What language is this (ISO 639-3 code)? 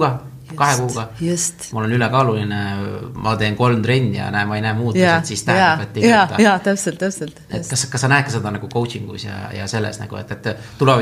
est